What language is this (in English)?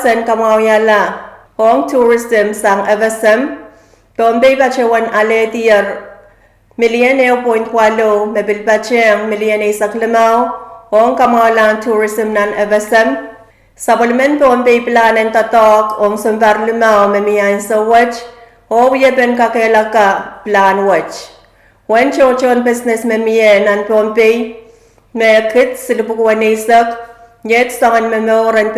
Pohnpeian